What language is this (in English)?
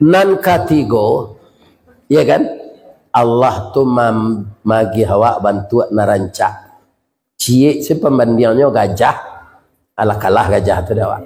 Minangkabau